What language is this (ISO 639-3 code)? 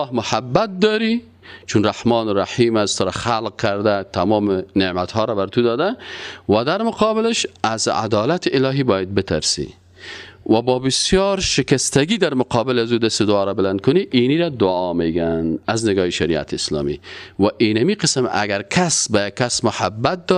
fas